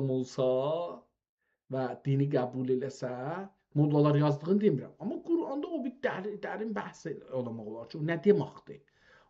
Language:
South Azerbaijani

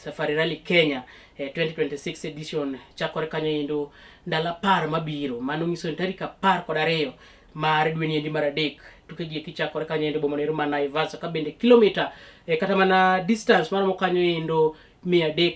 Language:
Luo (Kenya and Tanzania)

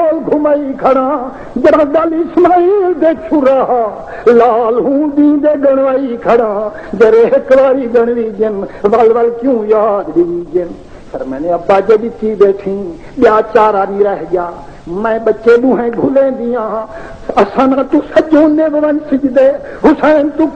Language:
Saraiki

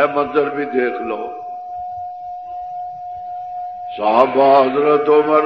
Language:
Western Panjabi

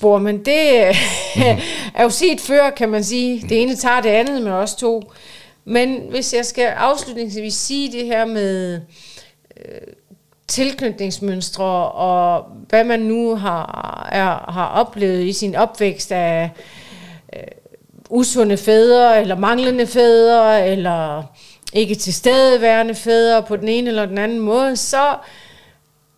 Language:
Danish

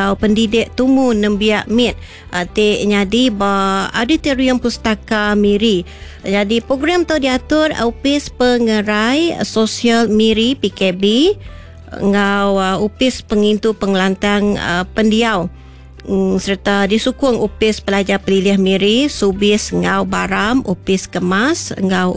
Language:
Iban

